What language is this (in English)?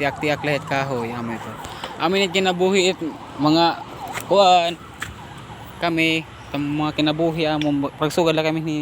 Waray